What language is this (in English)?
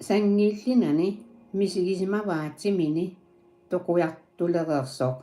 Kalaallisut